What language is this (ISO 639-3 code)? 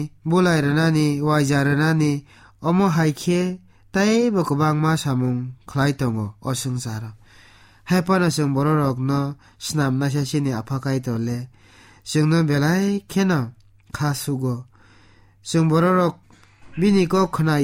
trp